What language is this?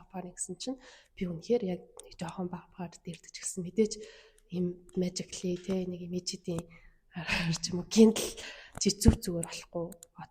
Mongolian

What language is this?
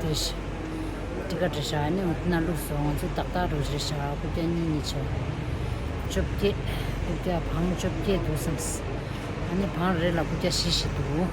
Tibetan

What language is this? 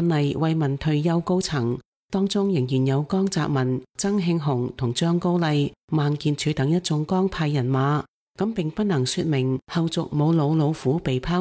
Cantonese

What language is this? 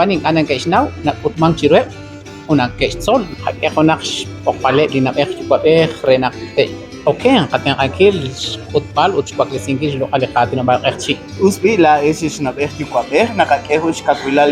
Kekchí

